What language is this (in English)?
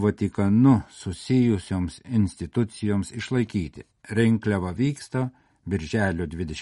Lithuanian